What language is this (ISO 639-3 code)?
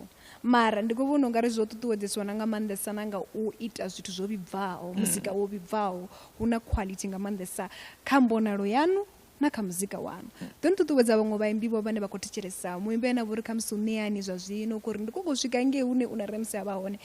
ven